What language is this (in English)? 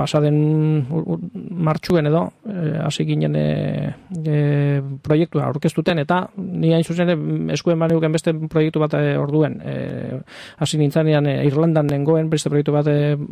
Basque